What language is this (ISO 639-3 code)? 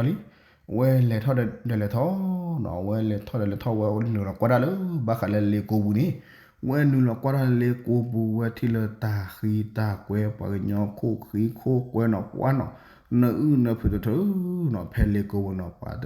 ksw